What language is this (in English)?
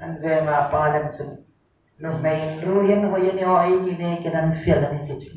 Hmar